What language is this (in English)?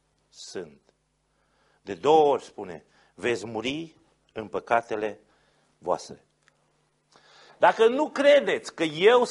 Romanian